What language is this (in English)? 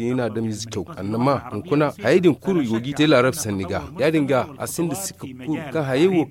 Zarma